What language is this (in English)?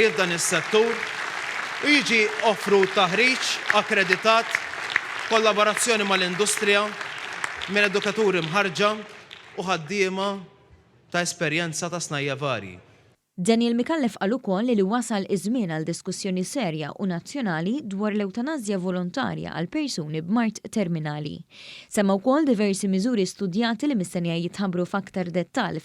Maltese